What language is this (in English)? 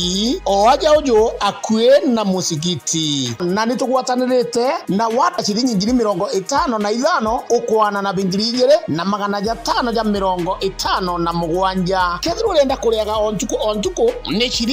Meru